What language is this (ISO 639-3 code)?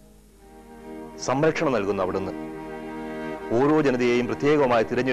mal